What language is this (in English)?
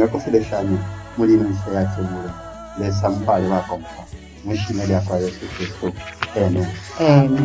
Bemba